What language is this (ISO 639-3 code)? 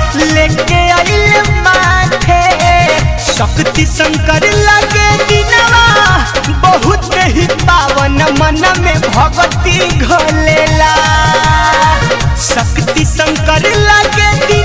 bho